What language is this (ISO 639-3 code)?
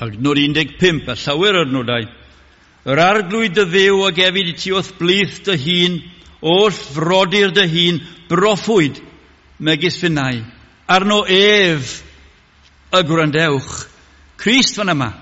cym